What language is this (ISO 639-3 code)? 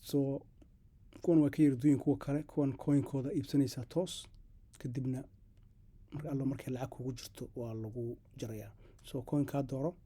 som